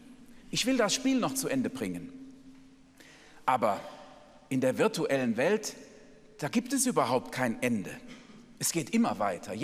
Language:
German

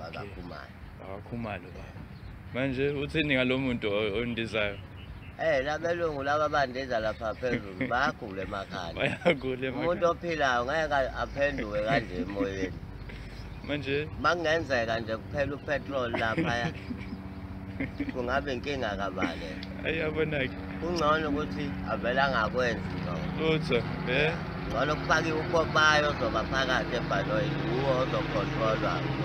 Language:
Zulu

